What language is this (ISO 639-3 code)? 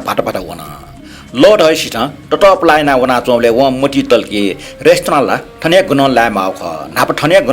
new